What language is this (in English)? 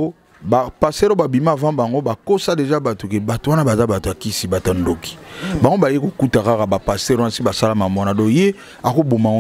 Lingala